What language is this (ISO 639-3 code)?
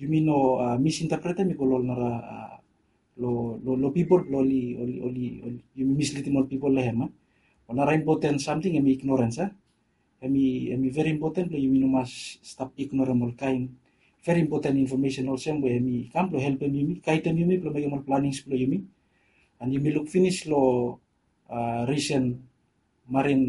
bis